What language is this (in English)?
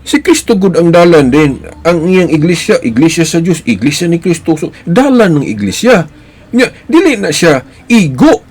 Cebuano